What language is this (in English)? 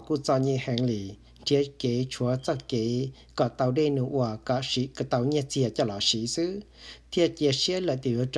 Hmong